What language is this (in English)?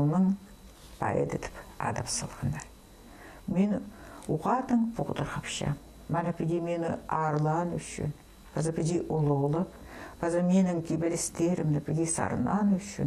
Khakas